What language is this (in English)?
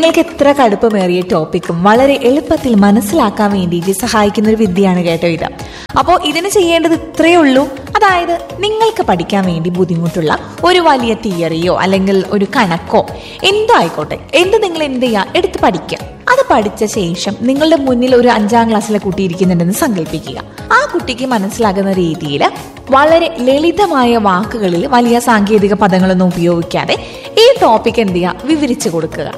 Malayalam